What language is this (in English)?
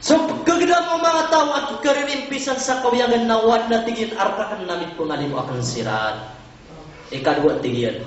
Maranao